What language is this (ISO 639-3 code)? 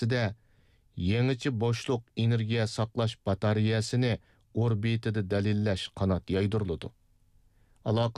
uig